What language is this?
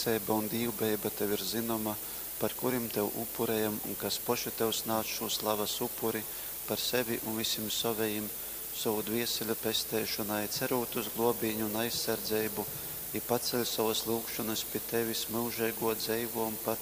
Latgalian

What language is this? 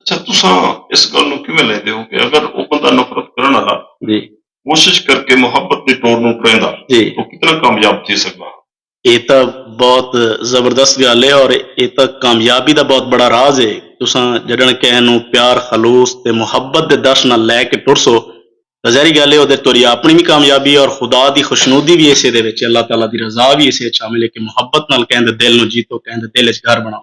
Saraiki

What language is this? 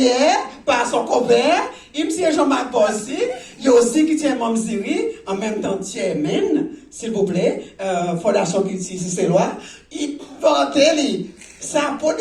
Seselwa Creole French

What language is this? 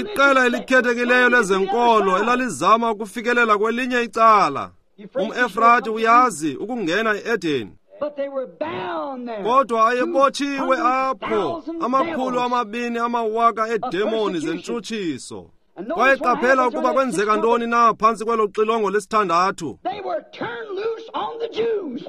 Xhosa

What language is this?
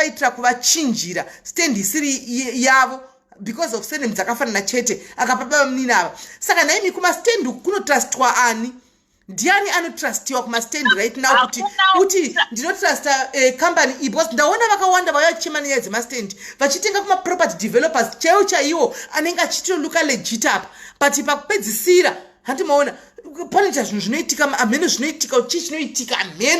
Shona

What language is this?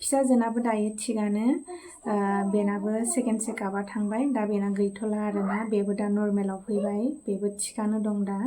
Bodo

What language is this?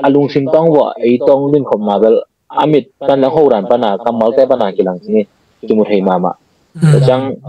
Tedim Chin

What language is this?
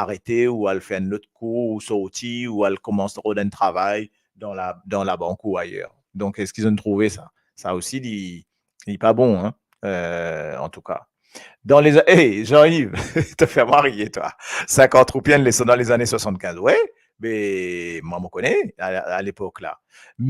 Morisyen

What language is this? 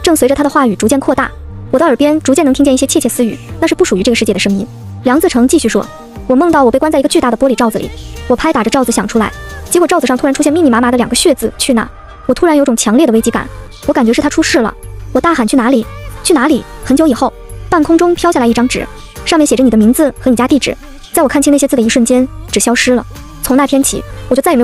Chinese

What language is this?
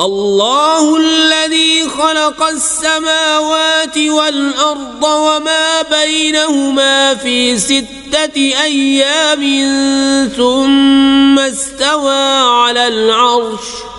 Kashmiri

